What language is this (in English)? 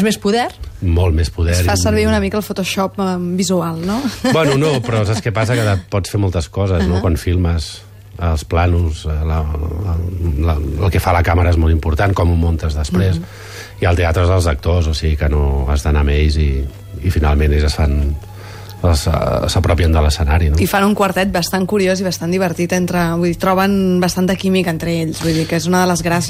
Catalan